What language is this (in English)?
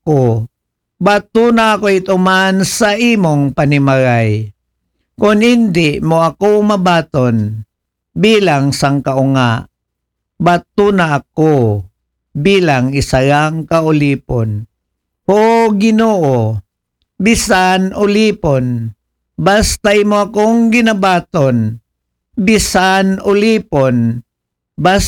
Aklanon